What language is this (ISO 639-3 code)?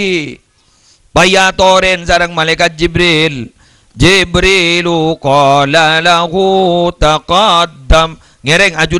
mad